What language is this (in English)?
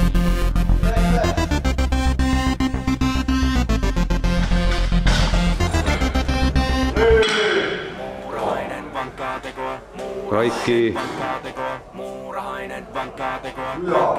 Finnish